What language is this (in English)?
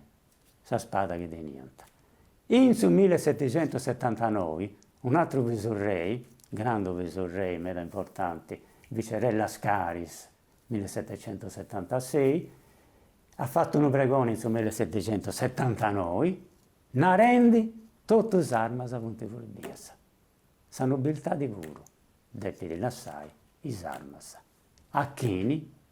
Sardinian